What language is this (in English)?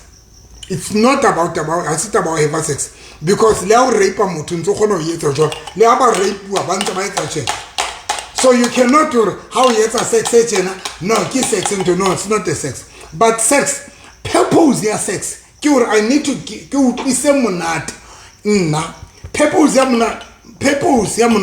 Southern Sotho